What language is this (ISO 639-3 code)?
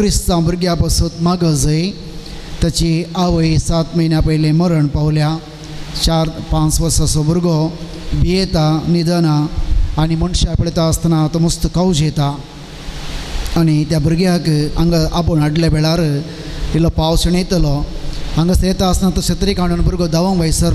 kok